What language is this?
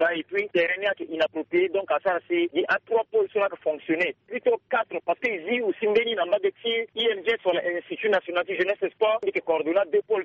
Sango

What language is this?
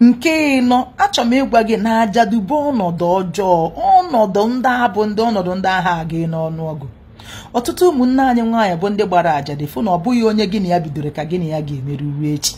Igbo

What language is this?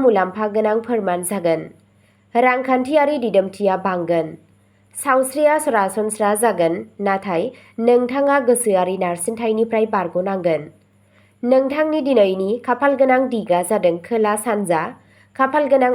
Bodo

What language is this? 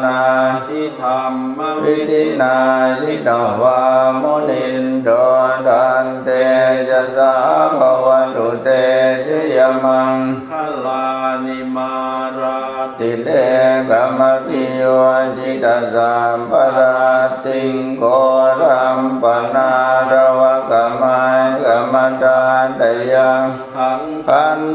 Pali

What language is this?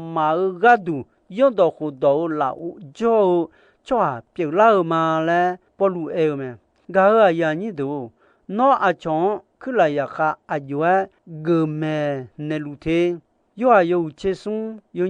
Akha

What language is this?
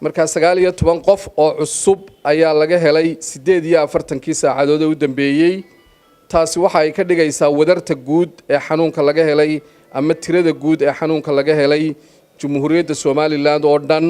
Somali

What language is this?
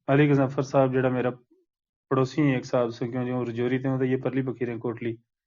Gujari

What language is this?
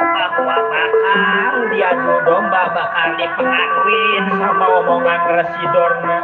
Betawi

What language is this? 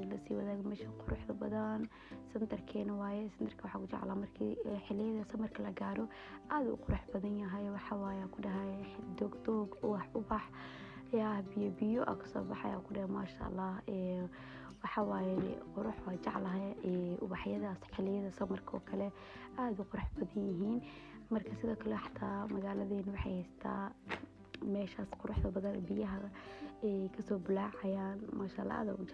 Somali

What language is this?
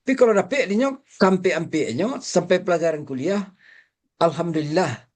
Minangkabau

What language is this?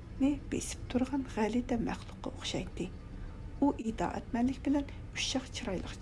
Uyghur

